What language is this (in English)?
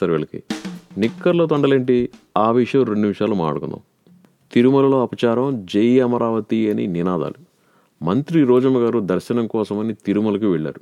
Telugu